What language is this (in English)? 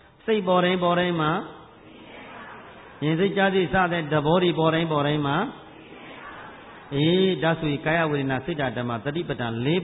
Burmese